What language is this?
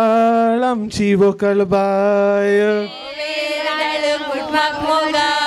Konkani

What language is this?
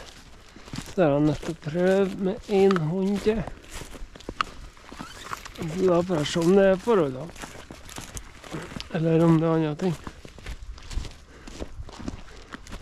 Norwegian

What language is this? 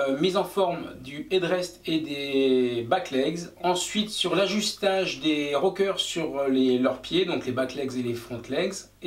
French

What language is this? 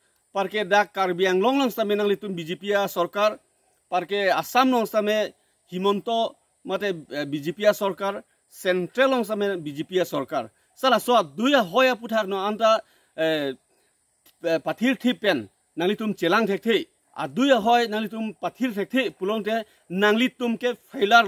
Karbi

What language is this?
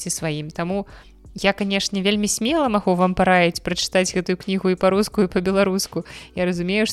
Belarusian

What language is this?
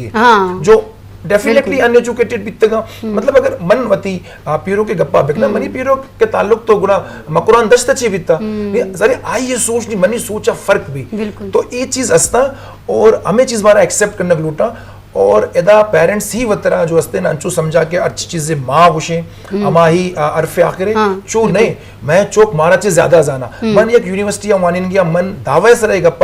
Eastern Balochi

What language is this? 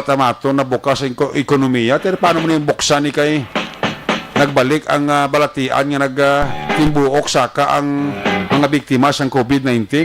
Hiligaynon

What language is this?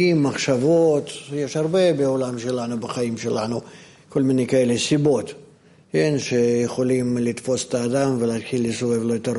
Hebrew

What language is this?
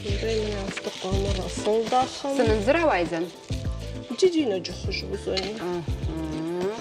Ossetic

